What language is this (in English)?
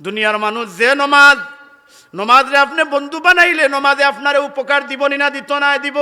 Sylheti